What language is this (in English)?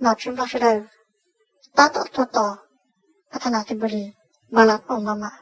Hmong